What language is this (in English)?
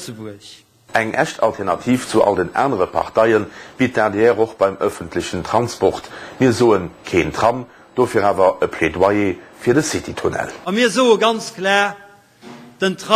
Luxembourgish